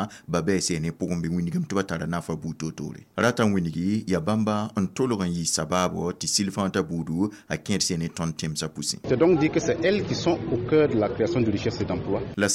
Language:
Mossi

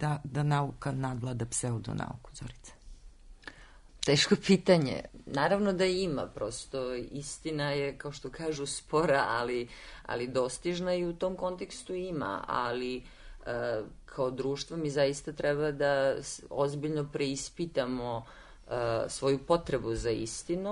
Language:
Serbian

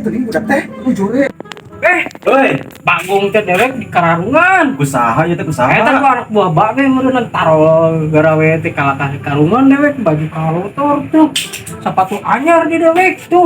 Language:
Sundanese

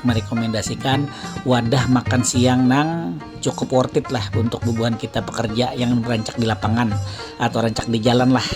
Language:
Banjar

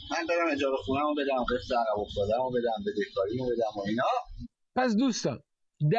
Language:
Persian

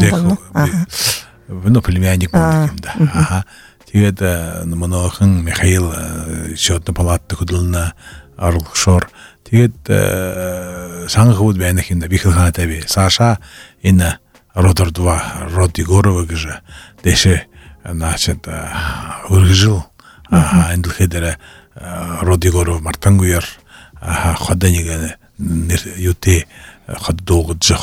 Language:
Buriat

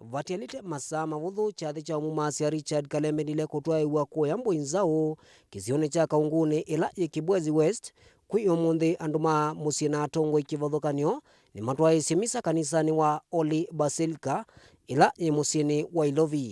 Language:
Kamba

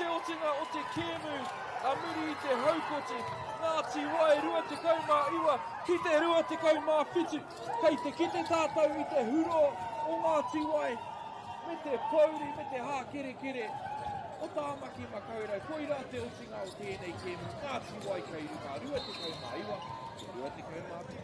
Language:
Māori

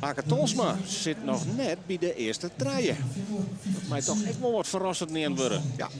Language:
Western Frisian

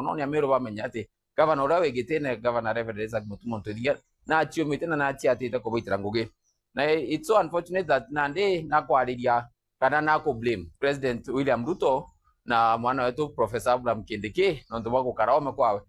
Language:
Meru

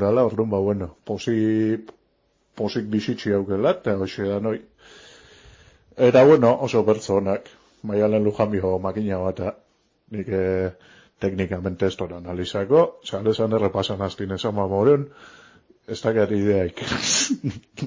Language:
Basque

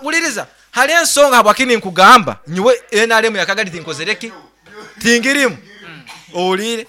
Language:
Nyankole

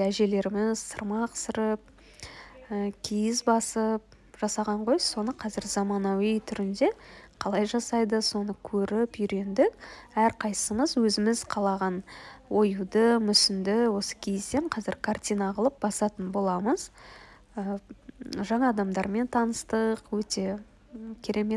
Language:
Kazakh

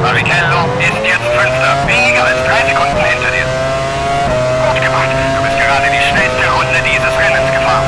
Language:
Bavarian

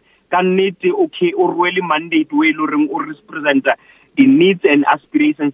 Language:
Northern Sotho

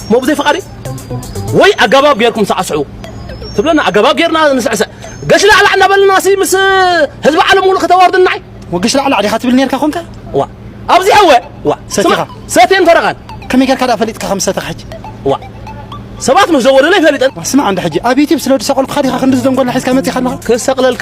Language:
Tigrinya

